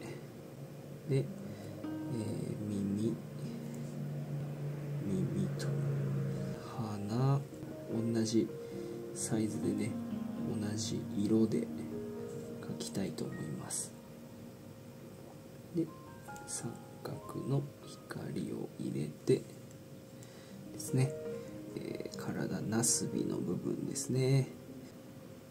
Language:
Japanese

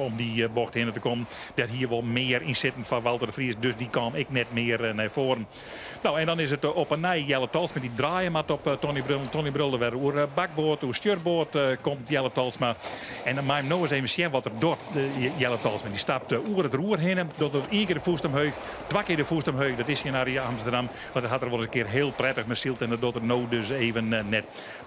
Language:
Western Frisian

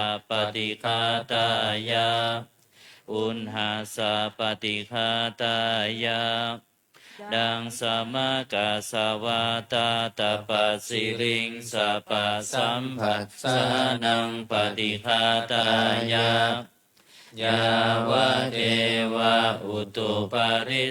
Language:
Pali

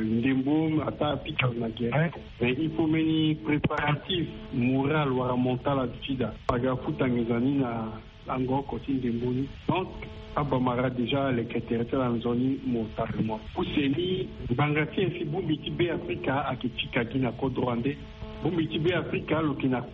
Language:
Sango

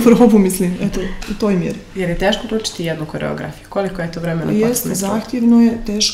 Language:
Serbian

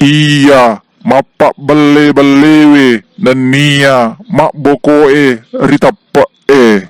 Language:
Buginese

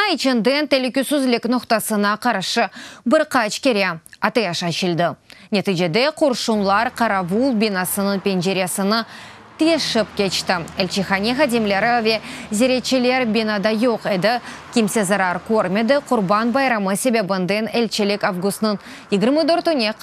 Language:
Crimean Tatar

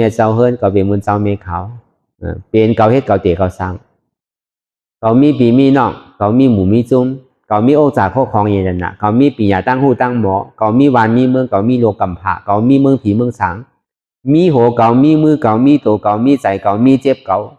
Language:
Shan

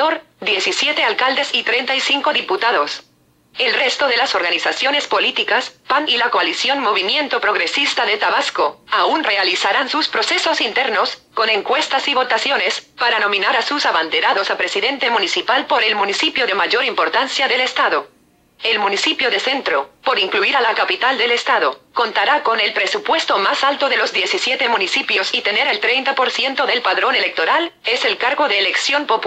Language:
Spanish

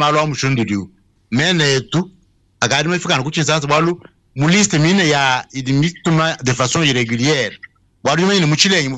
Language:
Luba-Lulua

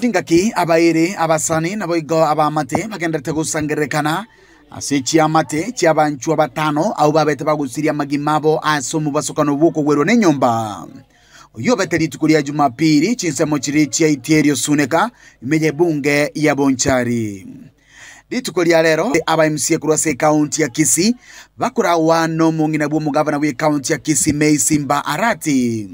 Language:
Gusii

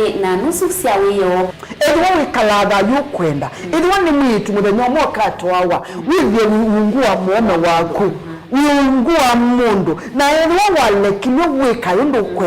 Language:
Kamba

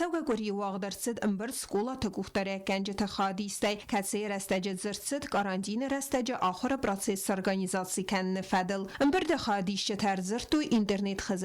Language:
Ossetic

